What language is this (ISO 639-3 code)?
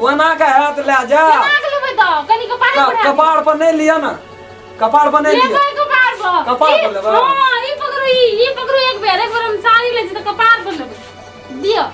mai